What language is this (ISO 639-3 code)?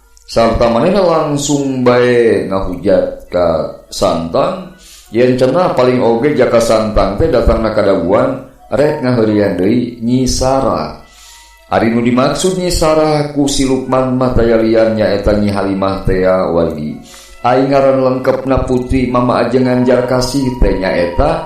sun